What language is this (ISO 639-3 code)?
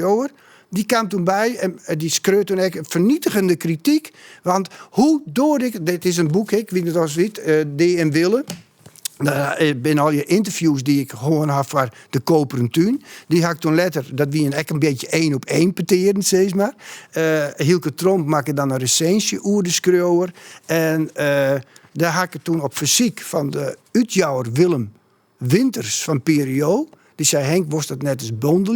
fry